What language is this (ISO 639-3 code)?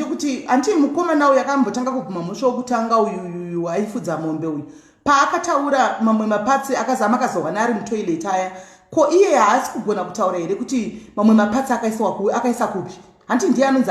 sna